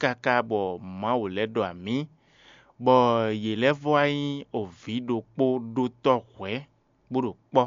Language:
Fon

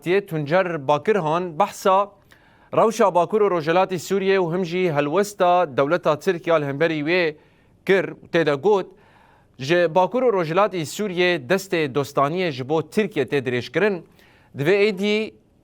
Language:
Kurdish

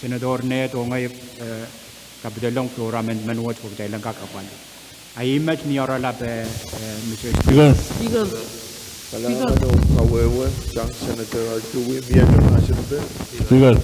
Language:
Pohnpeian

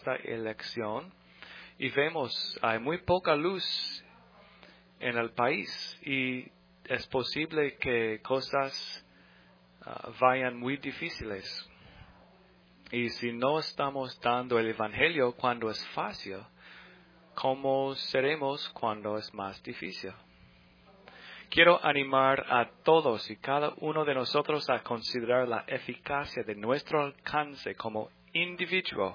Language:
Spanish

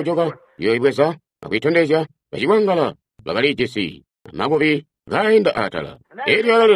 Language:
Tonga (Zambia)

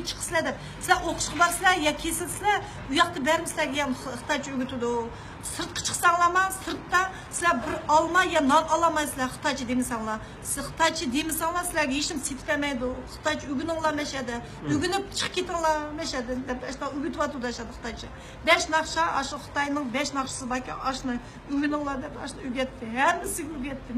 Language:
Uyghur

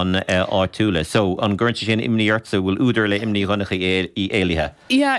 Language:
Irish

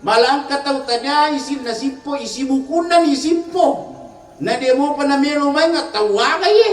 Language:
Buginese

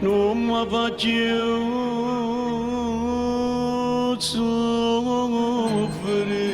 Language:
Neapolitan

